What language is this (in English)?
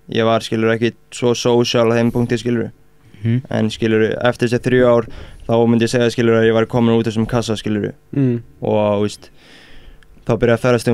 Icelandic